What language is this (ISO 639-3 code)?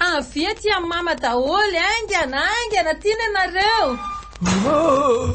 mlg